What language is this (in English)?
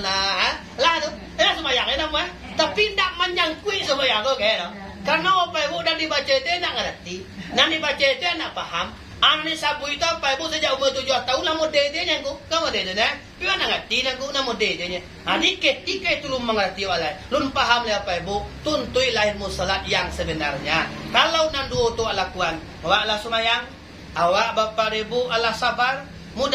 Minangkabau